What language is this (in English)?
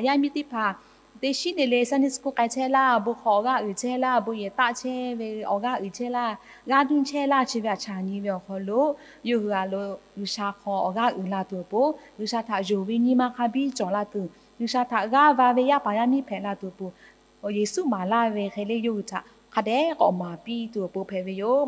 Lahu